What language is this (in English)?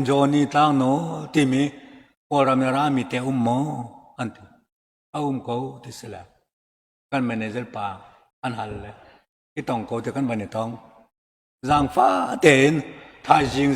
Hakha Chin